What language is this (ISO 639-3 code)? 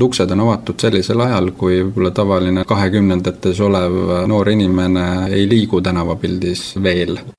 est